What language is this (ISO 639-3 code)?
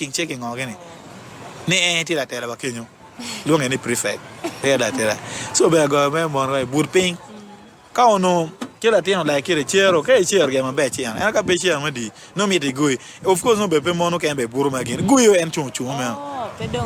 ach